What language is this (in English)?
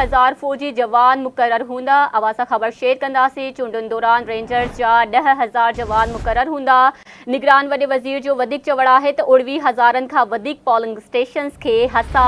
Sindhi